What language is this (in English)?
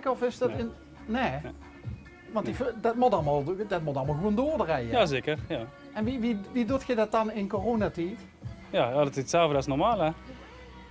Limburgish